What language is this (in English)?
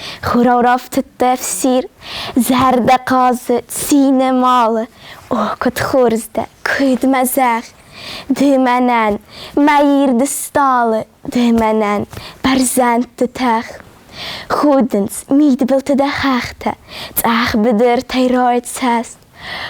Ossetic